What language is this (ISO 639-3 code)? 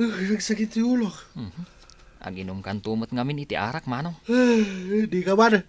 ilo